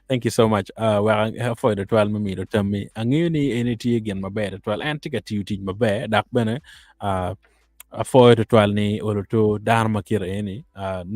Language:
Acoli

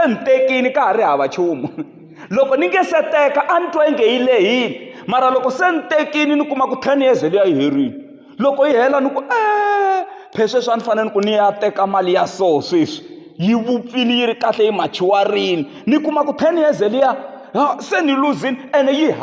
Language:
Tsonga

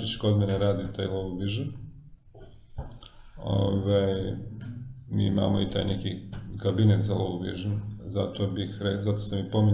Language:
Serbian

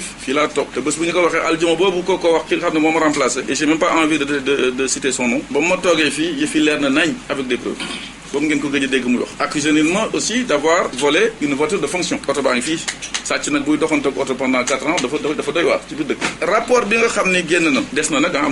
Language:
Wolof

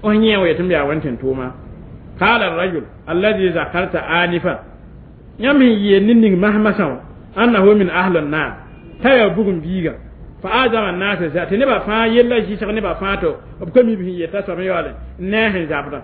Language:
Mossi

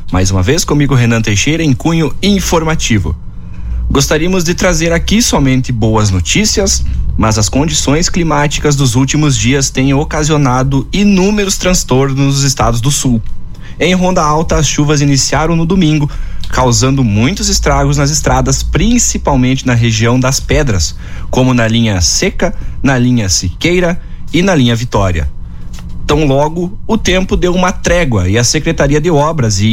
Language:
Portuguese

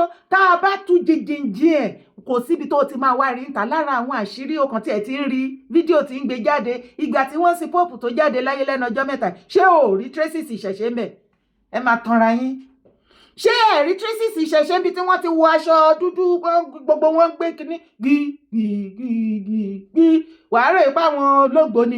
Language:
Yoruba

